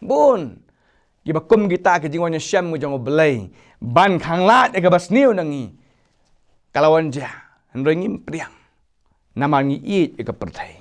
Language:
Khasi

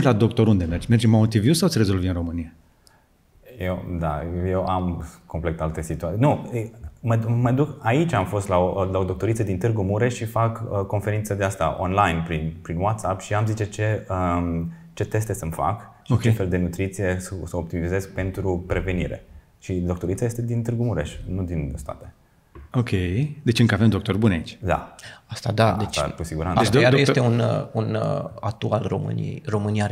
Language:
Romanian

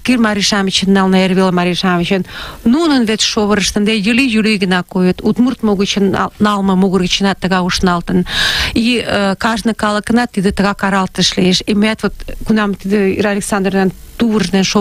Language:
Mari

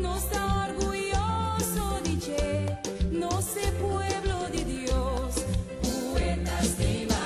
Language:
Papiamento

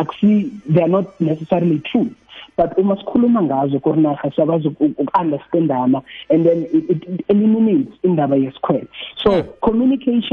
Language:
South Ndebele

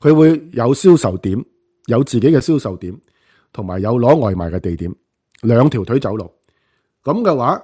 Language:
Cantonese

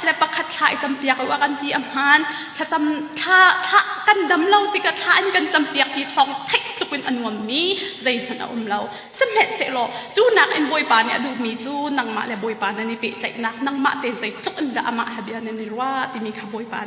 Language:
Hakha Chin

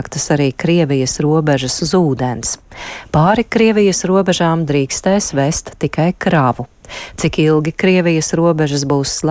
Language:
Latvian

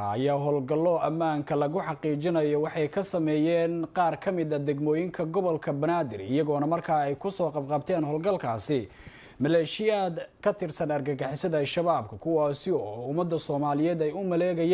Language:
Somali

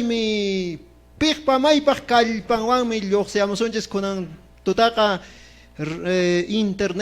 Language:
Quechua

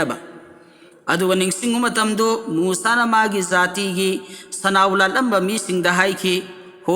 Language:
Manipuri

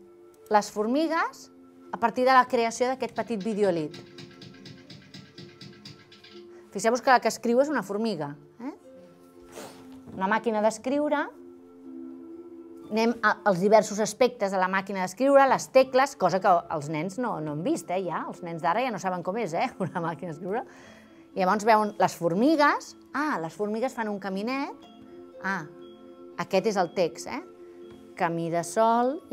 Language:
Catalan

